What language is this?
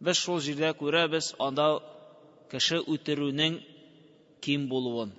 Tatar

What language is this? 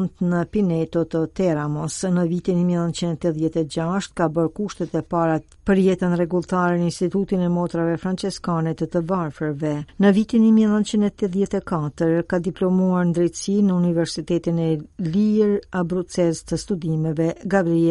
Albanian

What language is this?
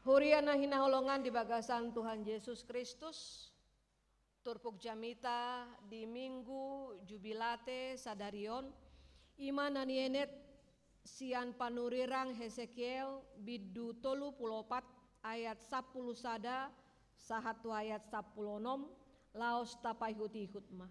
Batak Toba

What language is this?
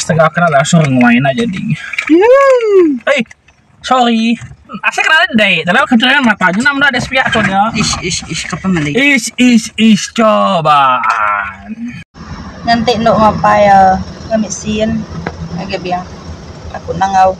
Iban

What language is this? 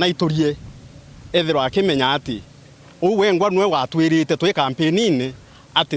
Meru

